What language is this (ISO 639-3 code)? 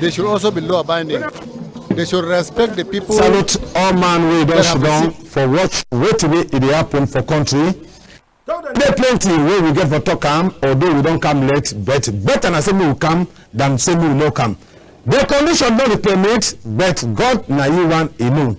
wes